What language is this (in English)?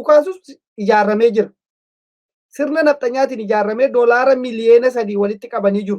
Oromo